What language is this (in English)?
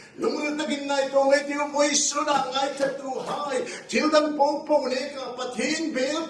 Hmar